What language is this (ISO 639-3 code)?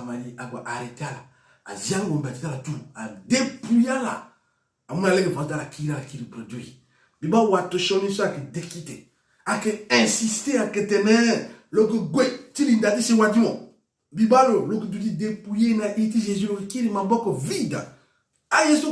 sag